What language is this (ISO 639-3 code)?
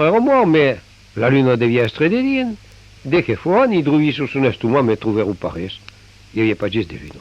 oci